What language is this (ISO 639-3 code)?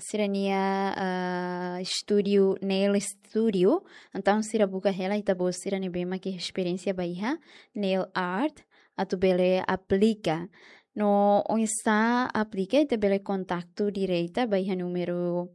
tet